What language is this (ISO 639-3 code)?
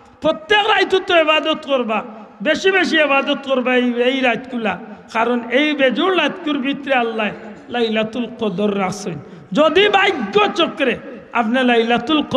syl